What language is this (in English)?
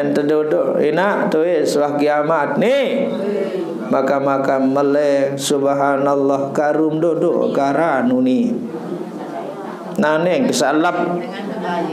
Sasak